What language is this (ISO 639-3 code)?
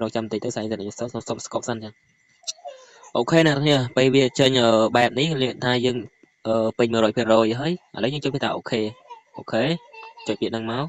khm